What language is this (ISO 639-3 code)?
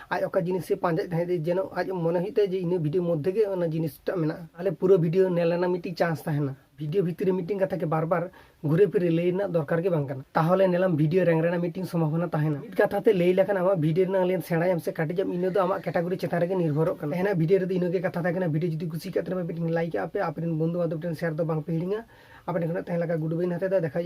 sat